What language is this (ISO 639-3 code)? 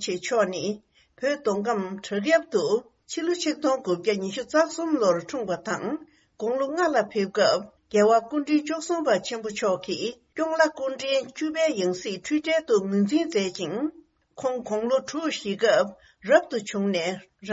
bod